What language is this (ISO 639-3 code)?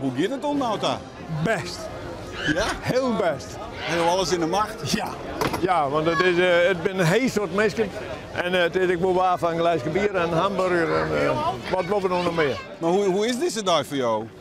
fry